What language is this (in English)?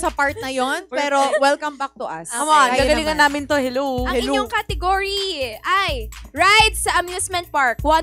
Filipino